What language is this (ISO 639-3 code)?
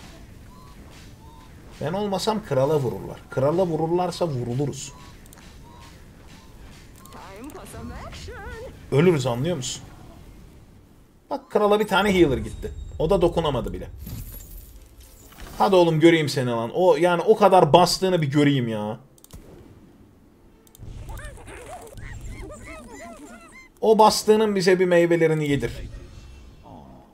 tur